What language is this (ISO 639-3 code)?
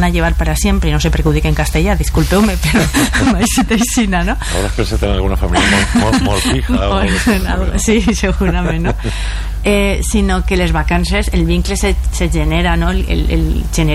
cat